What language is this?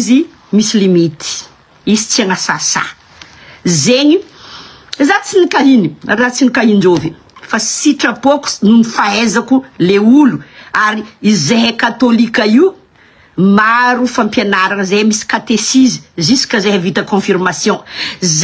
Malagasy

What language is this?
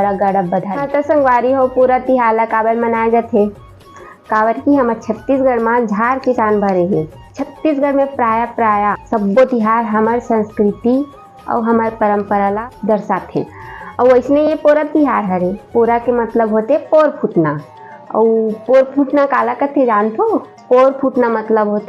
Chhattisgarhi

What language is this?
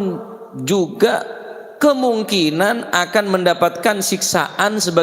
Madurese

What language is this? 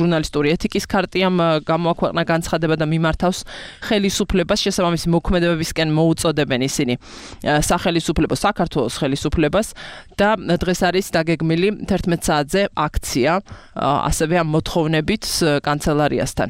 Georgian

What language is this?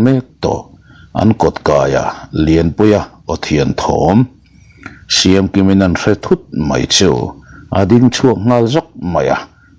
Mizo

